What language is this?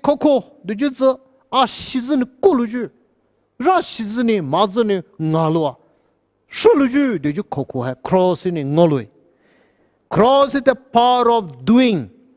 Poumei Naga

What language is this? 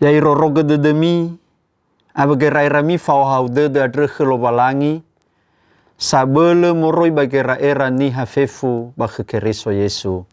Nias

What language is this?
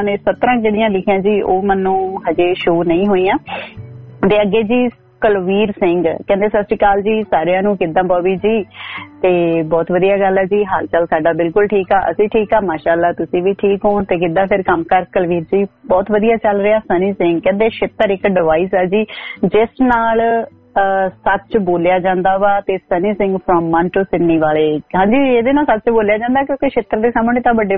Punjabi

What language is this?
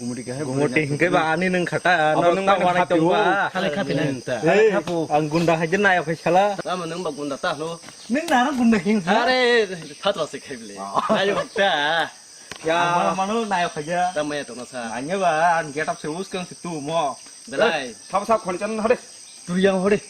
Kok Borok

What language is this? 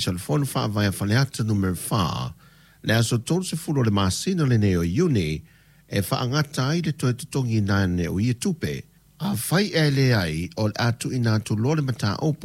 Samoan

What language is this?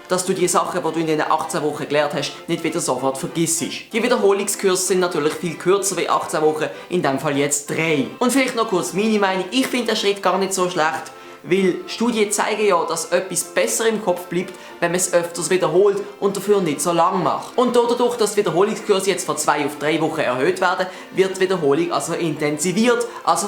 Swiss German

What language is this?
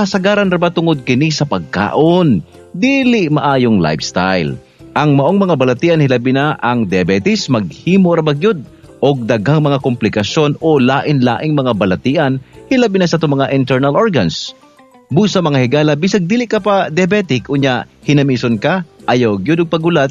Cebuano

